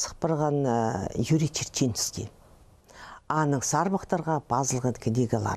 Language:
Khakas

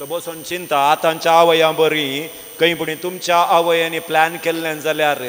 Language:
Konkani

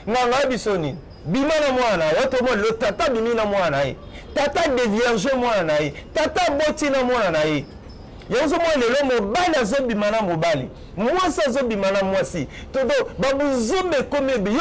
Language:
Lingala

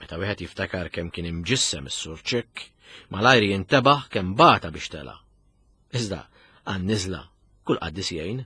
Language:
Maltese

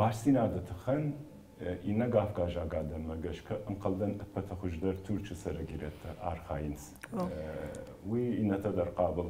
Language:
Ossetic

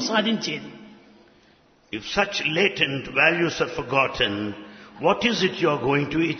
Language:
Telugu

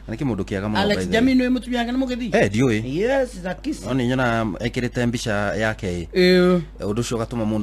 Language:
Kikuyu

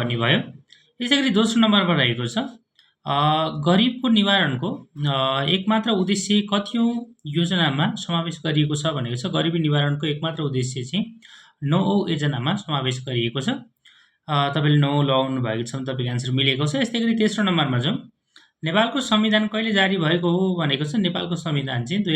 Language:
Nepali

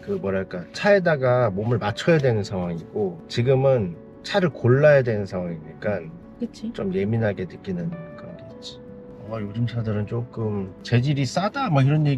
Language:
Korean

